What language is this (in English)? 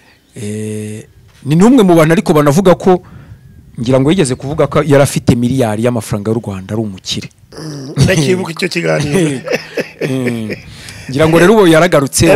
Kinyarwanda